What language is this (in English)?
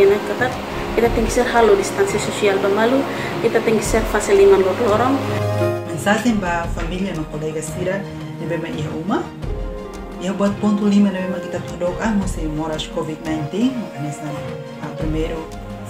Tetum